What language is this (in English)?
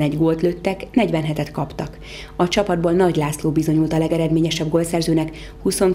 Hungarian